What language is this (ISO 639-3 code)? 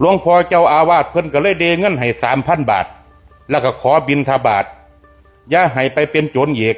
tts